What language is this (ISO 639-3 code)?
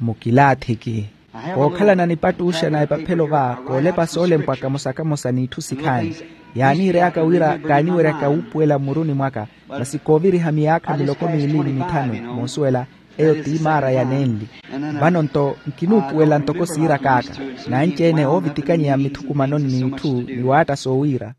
vmw